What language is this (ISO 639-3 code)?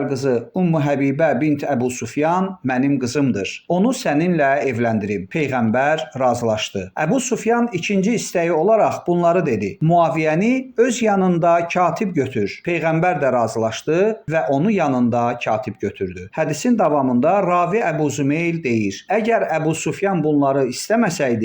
aze